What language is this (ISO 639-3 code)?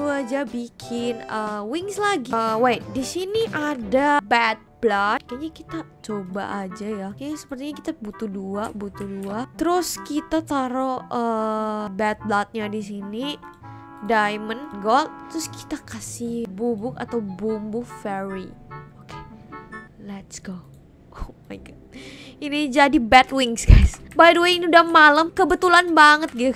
ind